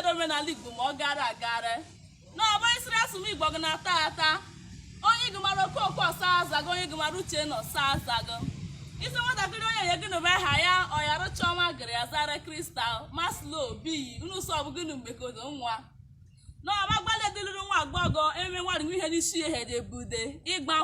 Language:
Igbo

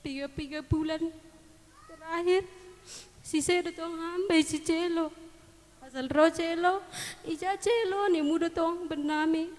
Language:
Batak Simalungun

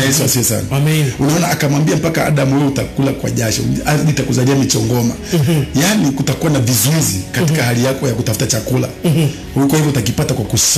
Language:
Swahili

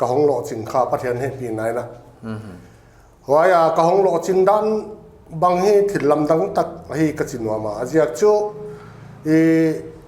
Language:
Paite Chin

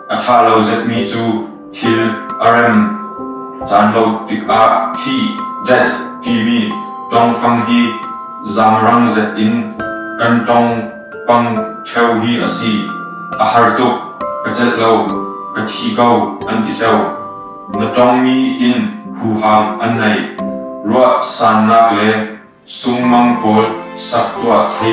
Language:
Falam Chin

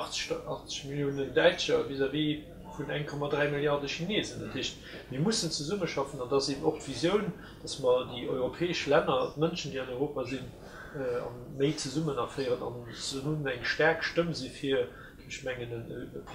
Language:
Luxembourgish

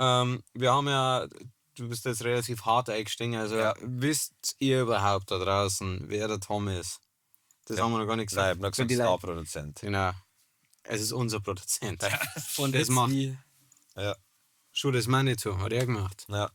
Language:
Bavarian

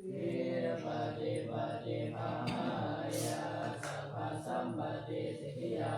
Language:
Pali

